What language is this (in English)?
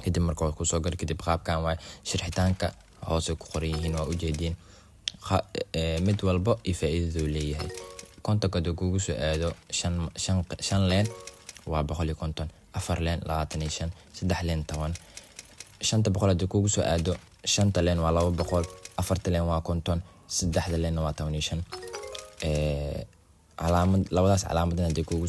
Somali